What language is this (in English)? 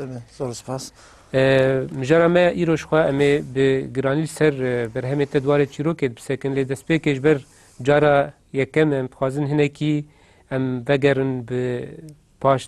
Kurdish